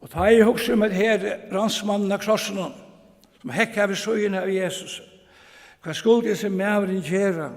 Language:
Faroese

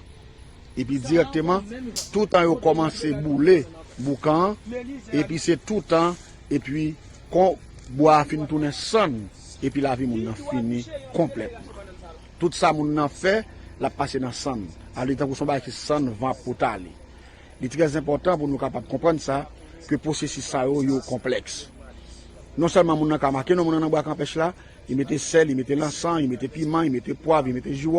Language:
Haitian Creole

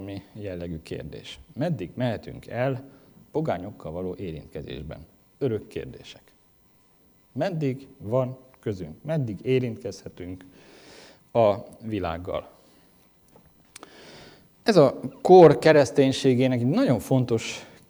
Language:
Hungarian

